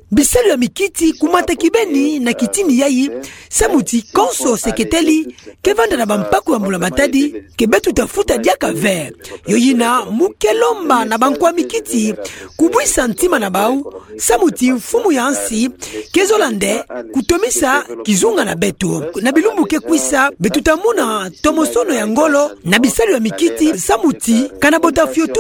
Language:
Kituba (Democratic Republic of Congo)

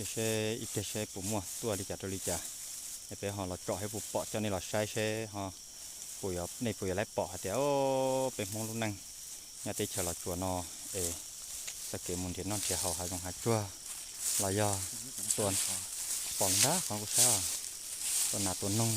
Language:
Hmong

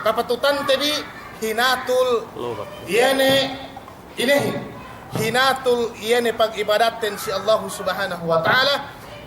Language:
Yakan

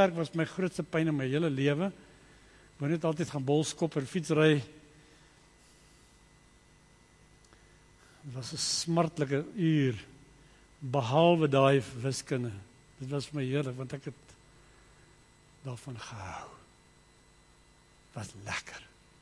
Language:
Afrikaans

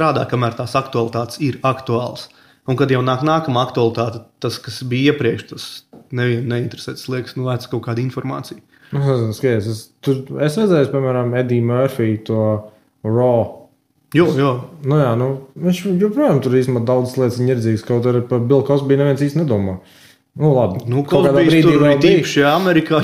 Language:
Latvian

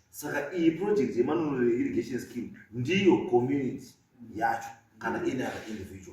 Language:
Shona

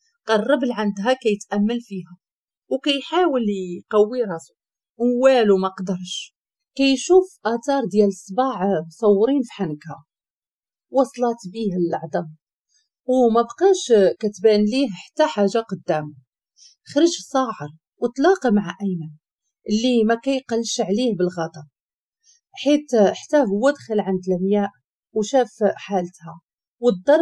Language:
Moroccan Arabic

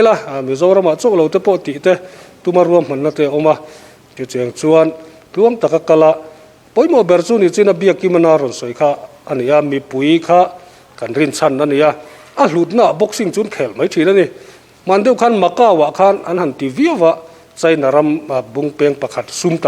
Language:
Mizo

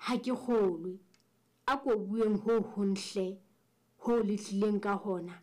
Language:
Southern Sotho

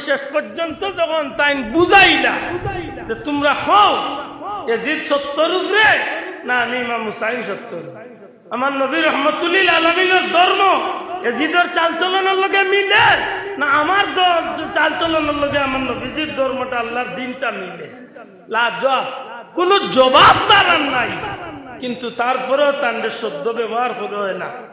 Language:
Sylheti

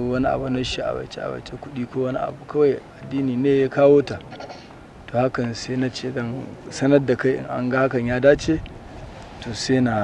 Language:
Hausa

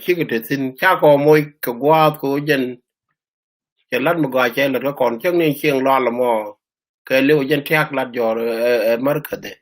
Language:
Nuer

